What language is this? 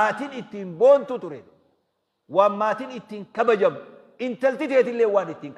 Oromo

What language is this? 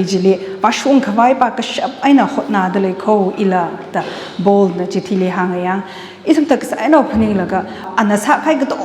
Tangkhul Naga (India)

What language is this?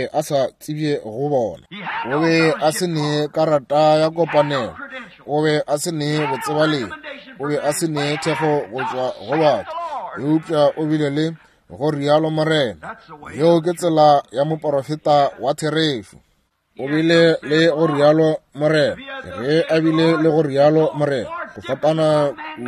Northern Sotho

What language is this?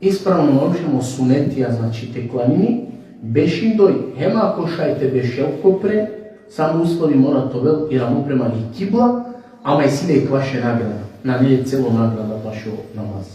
Balkan Romani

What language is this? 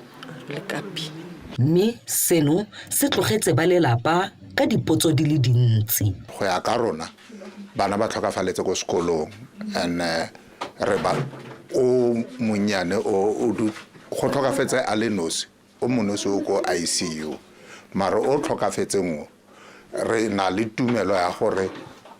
Tswana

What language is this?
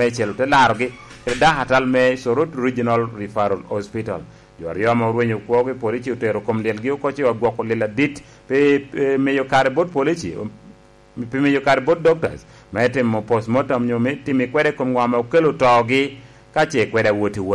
Lango (Uganda)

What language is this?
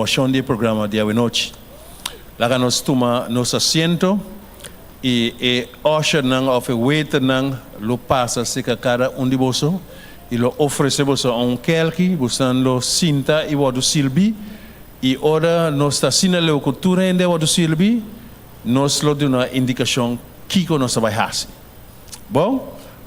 Papiamento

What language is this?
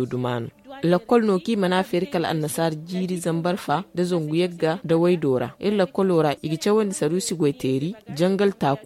Zarma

